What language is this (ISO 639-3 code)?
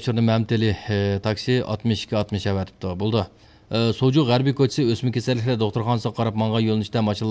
uig